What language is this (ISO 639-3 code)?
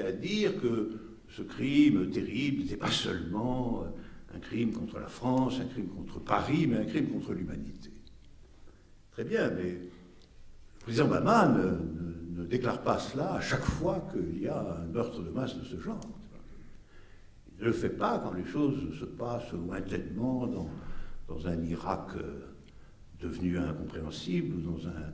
fra